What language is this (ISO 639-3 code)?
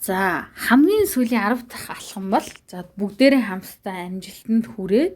mon